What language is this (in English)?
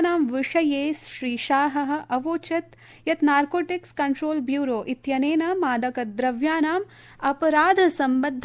Sanskrit